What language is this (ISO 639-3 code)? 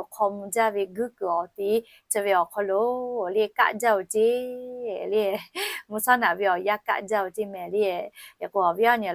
lhu